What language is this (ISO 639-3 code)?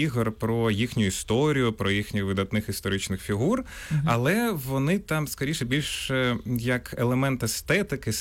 ukr